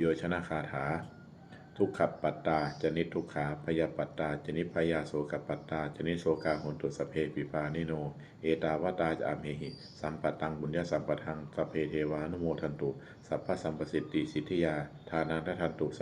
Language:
Pali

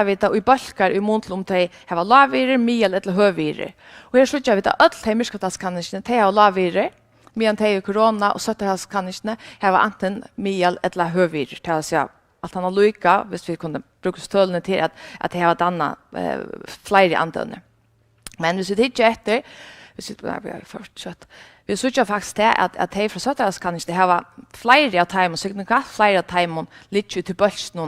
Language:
Faroese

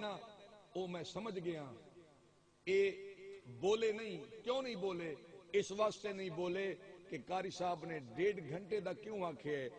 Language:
Saraiki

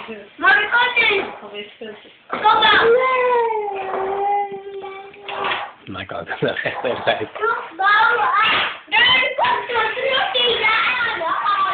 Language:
Dutch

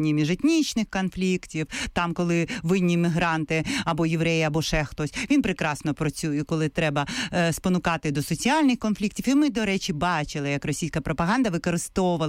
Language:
Ukrainian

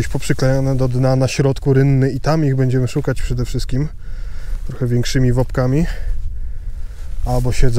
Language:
Polish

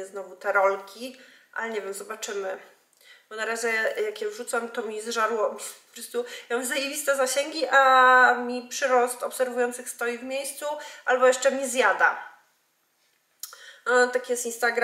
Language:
Polish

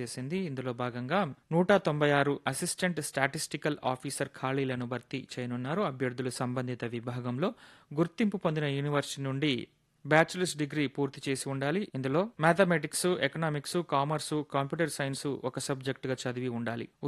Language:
Telugu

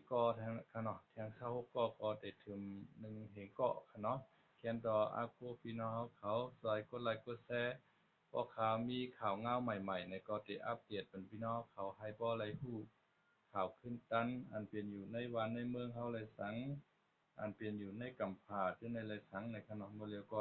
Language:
Shan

